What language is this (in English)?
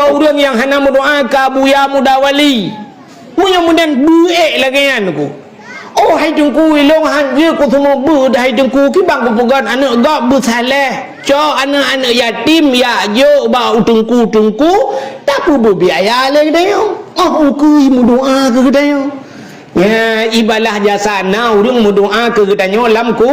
Achinese